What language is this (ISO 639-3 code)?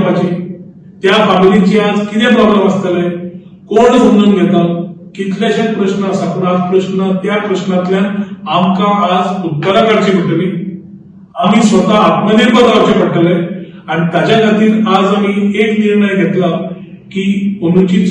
kok